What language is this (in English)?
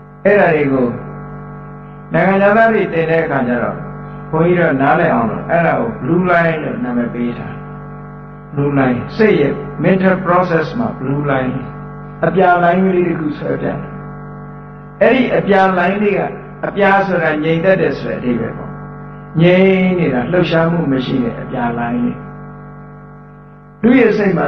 Burmese